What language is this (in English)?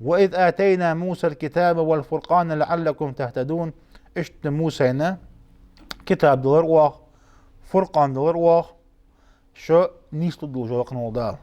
Ingush